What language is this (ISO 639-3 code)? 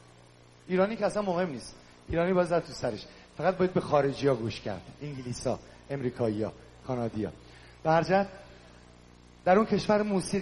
fas